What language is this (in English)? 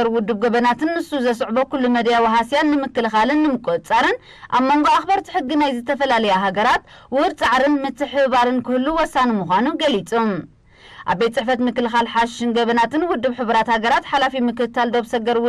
Tigrinya